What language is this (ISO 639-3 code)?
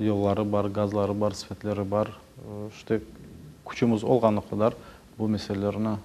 crh